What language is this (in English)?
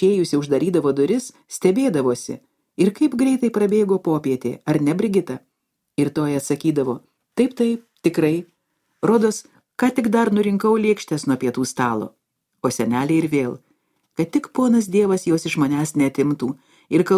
Lithuanian